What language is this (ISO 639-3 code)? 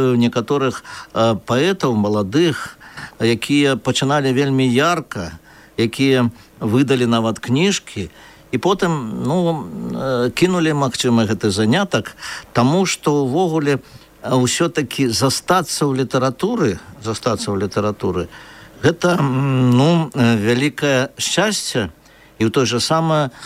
bel